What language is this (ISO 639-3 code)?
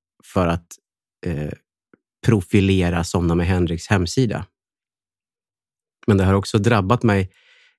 swe